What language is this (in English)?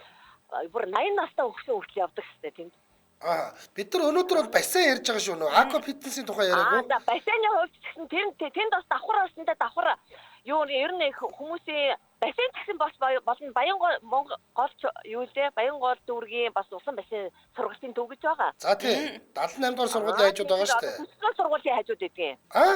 Mongolian